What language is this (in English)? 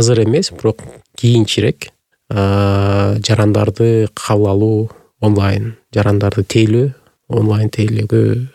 Kyrgyz